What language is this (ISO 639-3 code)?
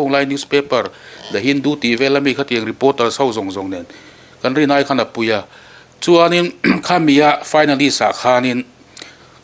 lus